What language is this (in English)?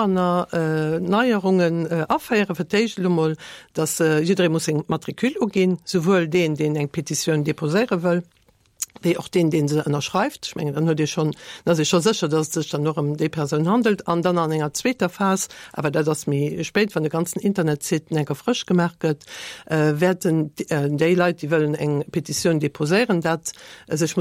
Luxembourgish